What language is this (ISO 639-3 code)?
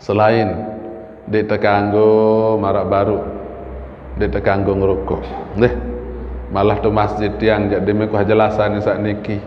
sas